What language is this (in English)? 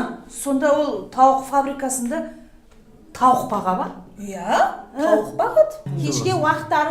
Kazakh